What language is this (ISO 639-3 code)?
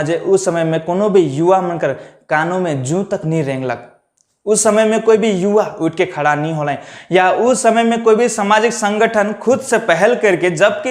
sck